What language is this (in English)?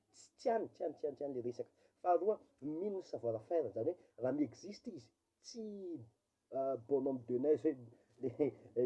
Malagasy